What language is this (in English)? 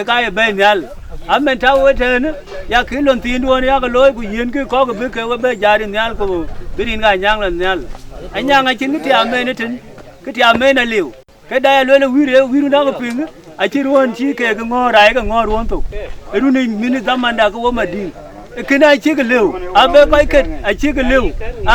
Dinka